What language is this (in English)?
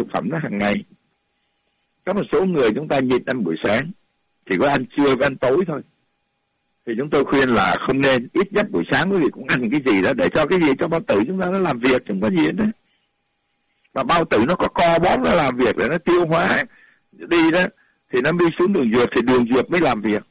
Vietnamese